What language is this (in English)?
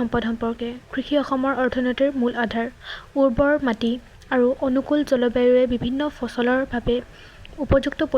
Assamese